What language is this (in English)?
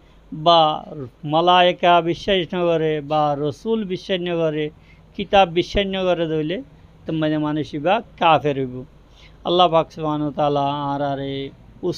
Rohingya